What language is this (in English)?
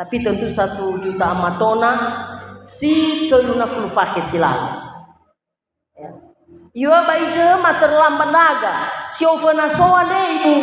Nias